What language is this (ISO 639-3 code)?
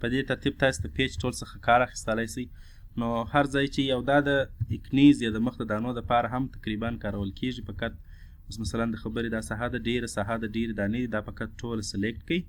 pus